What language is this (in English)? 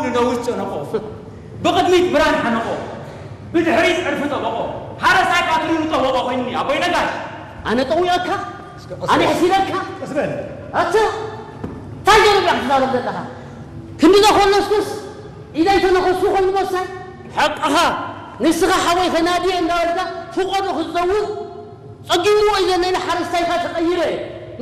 Tigrinya